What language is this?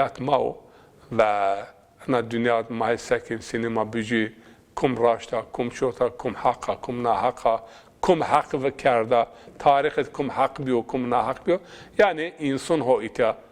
Zaza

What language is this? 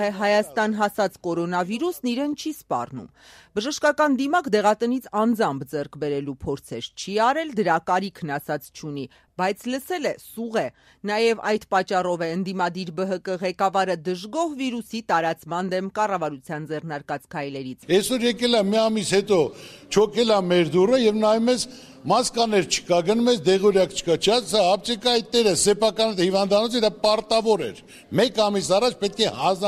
Armenian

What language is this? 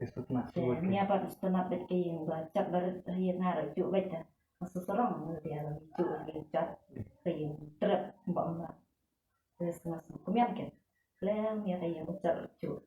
Khasi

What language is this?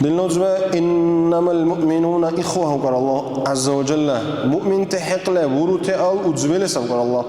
Dargwa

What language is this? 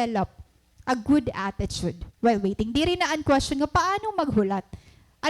Waray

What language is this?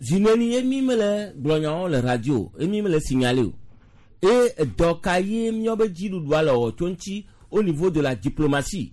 Gen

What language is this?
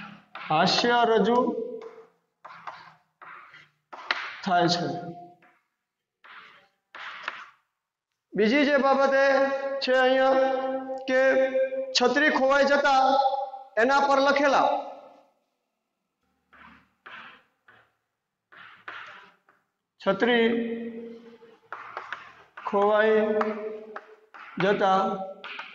Gujarati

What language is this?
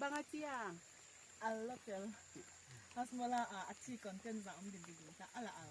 Paite Chin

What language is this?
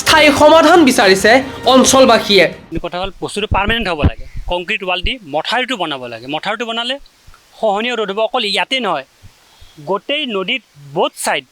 Assamese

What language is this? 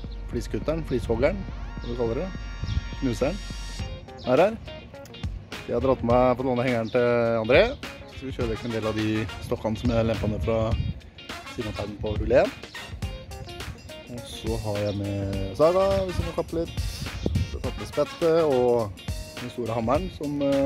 Norwegian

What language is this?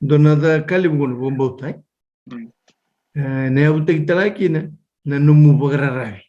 Fijian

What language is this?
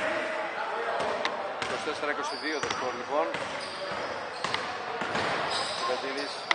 Greek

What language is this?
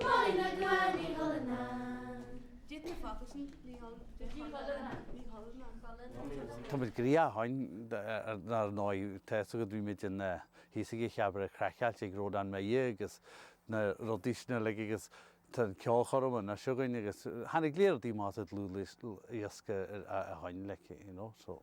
Irish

